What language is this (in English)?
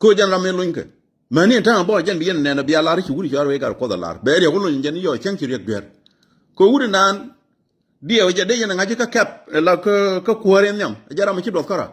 Nuer